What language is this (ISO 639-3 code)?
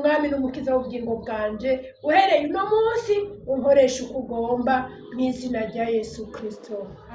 run